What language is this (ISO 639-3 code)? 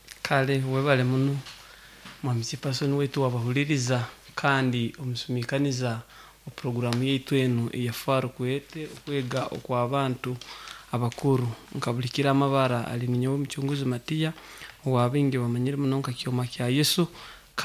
nyo